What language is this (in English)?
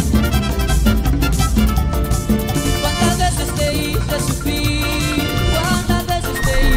Spanish